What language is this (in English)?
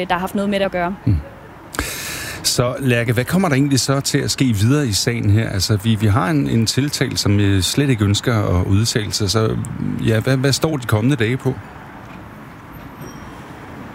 Danish